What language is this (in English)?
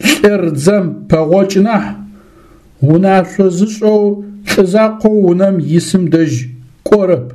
Adyghe